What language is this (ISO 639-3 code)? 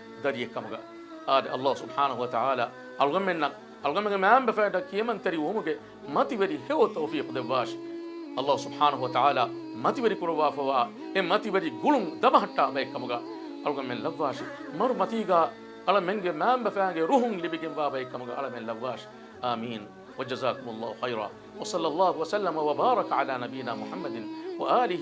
div